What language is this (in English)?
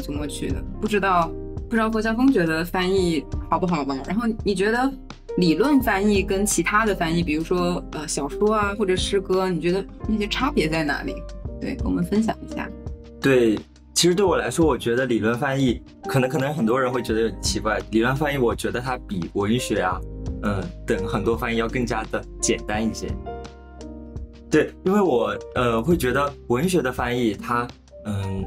Chinese